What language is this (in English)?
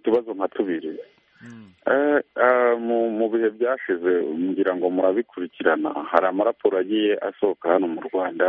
Kinyarwanda